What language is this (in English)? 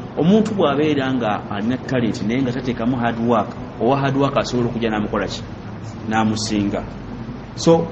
Ganda